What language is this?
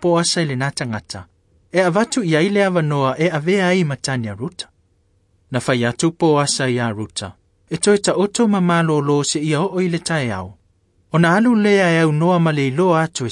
Samoan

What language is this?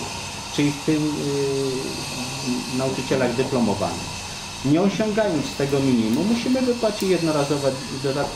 Polish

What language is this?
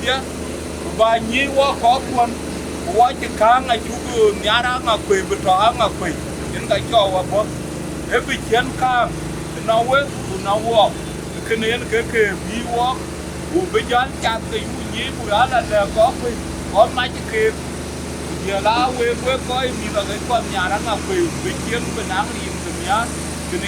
Dinka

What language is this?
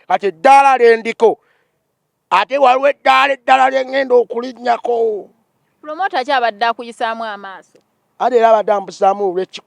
Ganda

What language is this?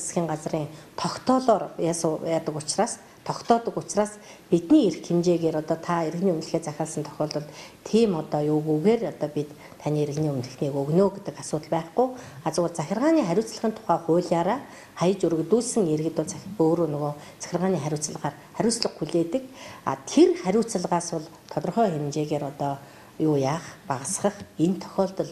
Mongolian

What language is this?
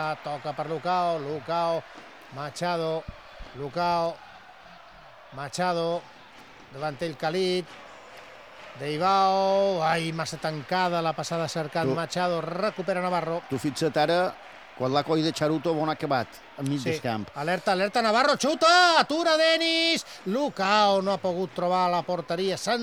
Catalan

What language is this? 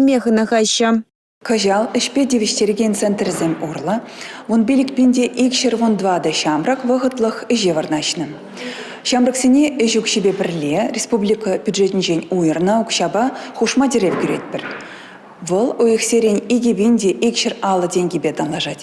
Chuvash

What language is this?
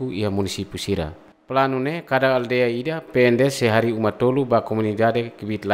Tetum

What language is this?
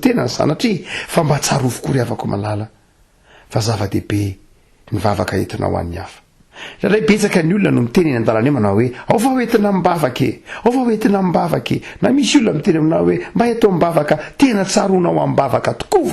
Malagasy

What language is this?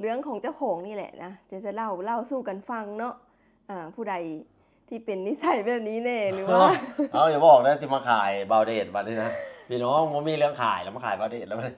Lao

